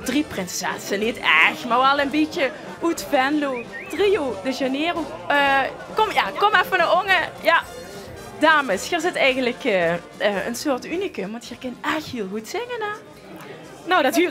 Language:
Limburgish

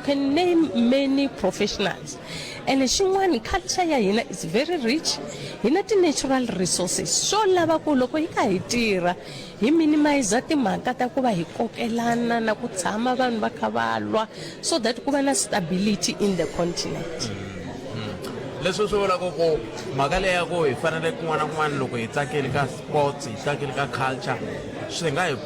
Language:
Tsonga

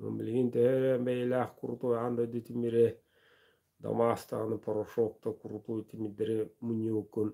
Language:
Yakut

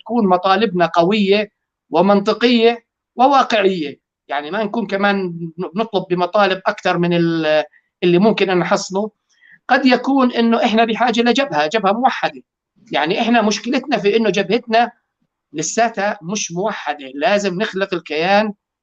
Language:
North Levantine Arabic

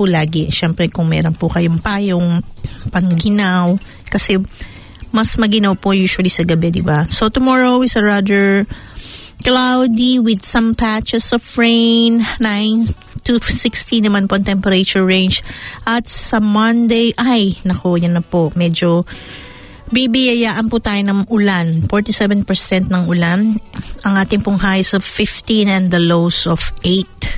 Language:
Filipino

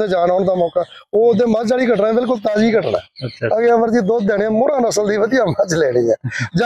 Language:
Punjabi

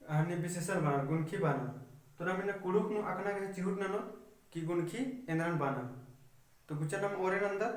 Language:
Kurukh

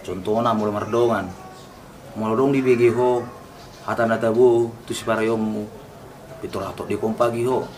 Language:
Batak Toba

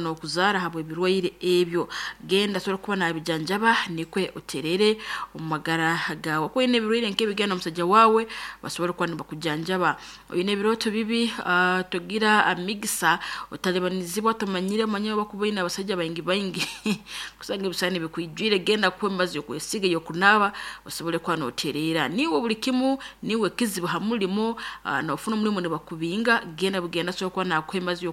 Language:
Nyoro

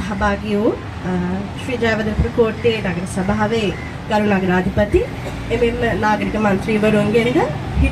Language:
Sinhala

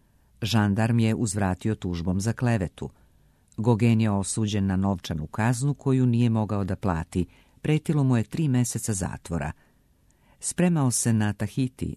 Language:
Serbian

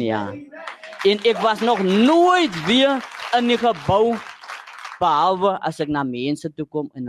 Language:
Afrikaans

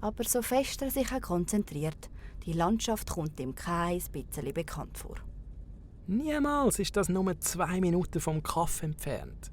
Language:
Swiss German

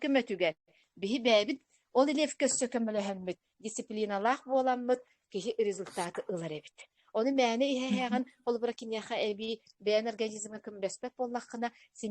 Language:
Yakut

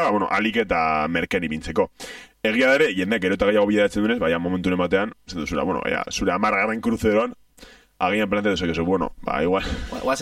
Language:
Basque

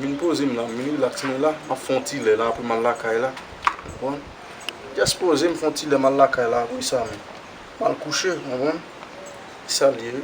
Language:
Haitian Creole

